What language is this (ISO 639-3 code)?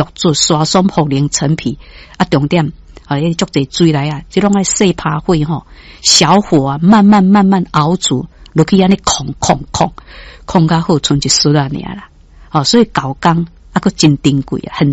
nan